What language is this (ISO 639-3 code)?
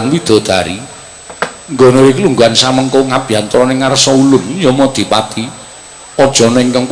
jav